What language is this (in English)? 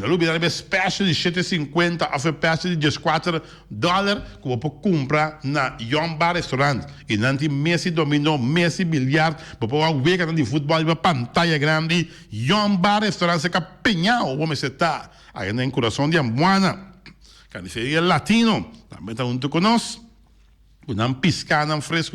Papiamento